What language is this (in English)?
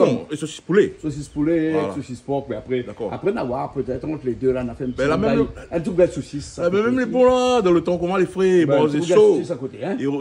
Réunion Creole French